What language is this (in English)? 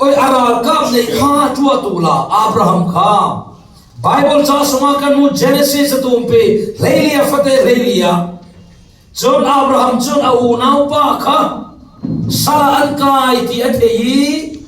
Falam Chin